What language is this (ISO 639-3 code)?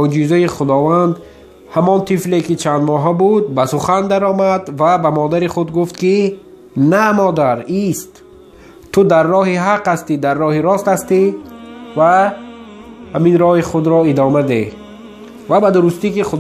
tgk